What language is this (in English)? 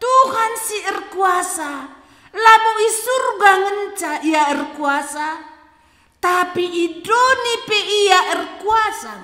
Batak Karo